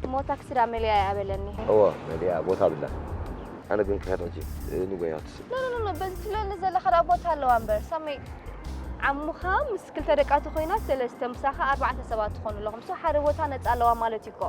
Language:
Tigrinya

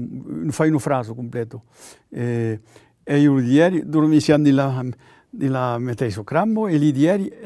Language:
Occitan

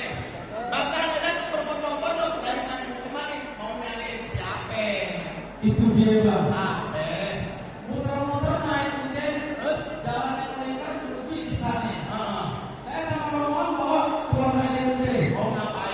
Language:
Betawi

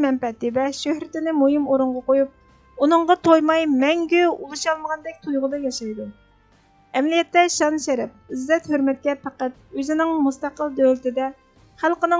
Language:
Uyghur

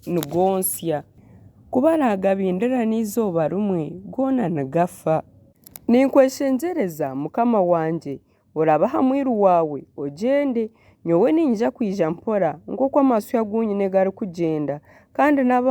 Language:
Nyankole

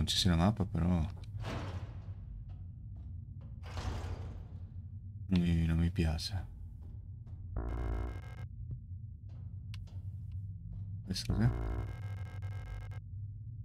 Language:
Italian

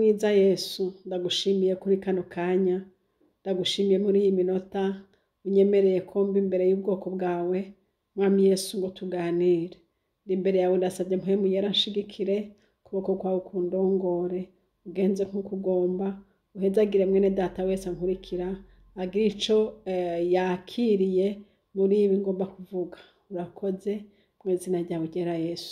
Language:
Rundi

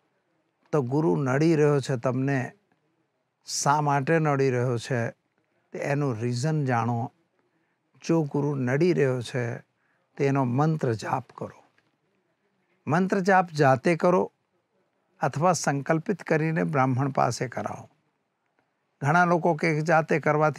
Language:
Gujarati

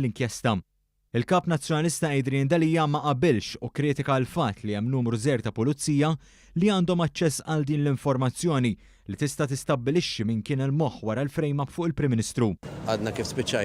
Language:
Maltese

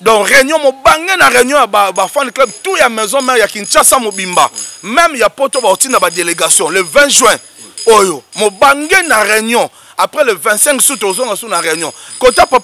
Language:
Lingala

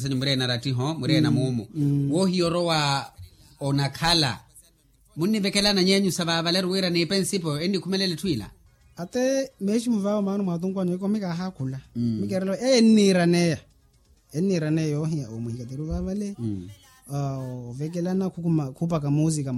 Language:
Makhuwa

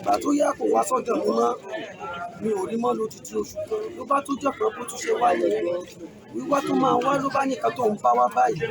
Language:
Yoruba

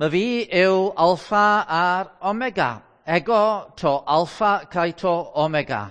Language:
Welsh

